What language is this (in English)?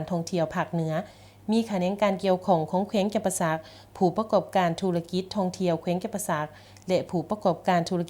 Lao